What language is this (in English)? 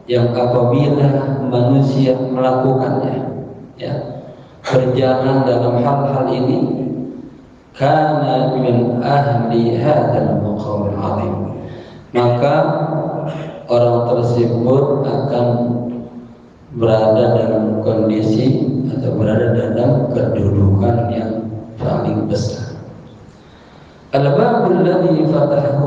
Indonesian